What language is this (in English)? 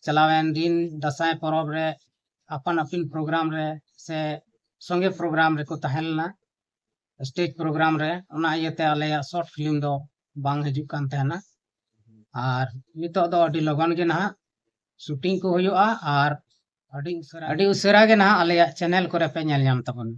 Santali